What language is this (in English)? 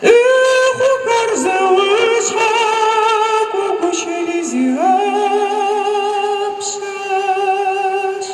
Adyghe